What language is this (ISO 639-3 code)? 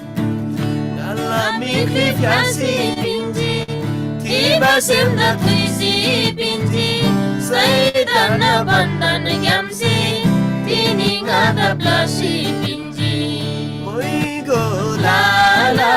taj